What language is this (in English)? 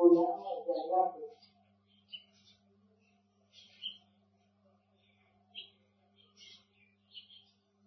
Burmese